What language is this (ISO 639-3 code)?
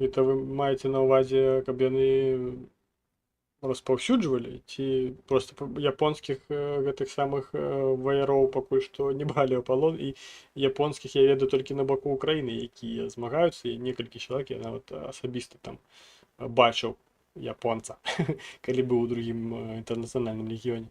bel